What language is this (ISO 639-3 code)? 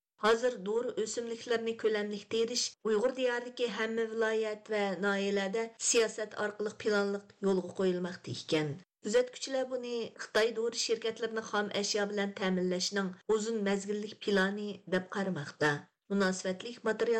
uig